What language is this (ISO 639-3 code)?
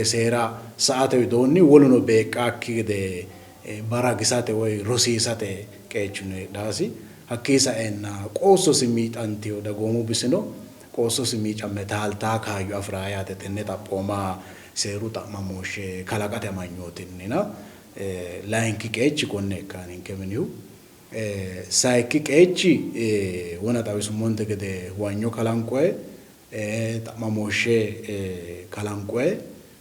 sid